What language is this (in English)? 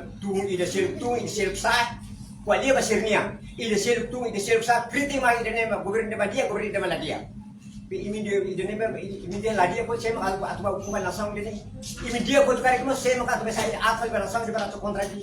Tetum